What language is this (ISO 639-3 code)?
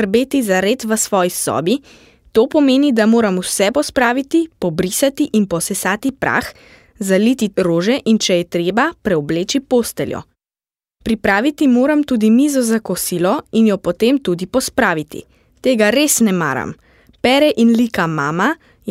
slv